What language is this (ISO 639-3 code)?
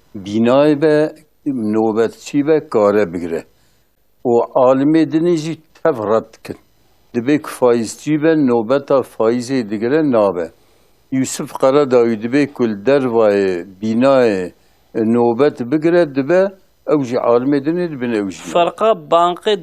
kur